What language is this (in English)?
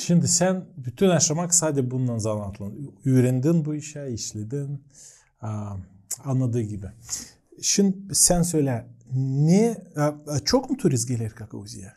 Gagauz